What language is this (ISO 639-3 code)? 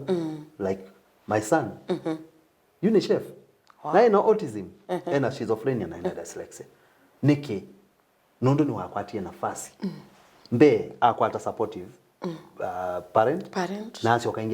kam